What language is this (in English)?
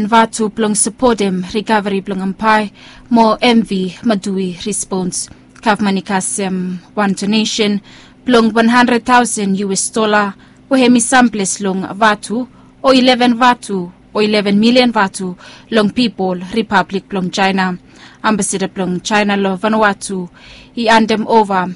Bislama